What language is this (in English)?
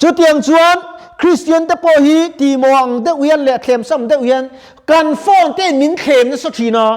Mizo